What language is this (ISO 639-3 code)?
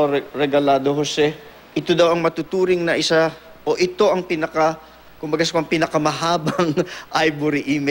fil